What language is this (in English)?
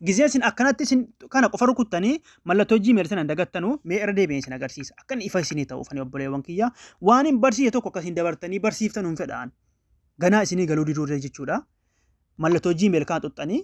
Oromo